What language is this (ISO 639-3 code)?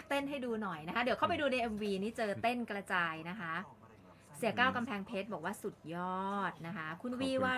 tha